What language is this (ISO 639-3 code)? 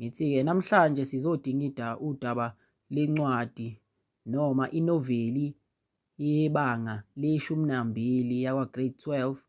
zul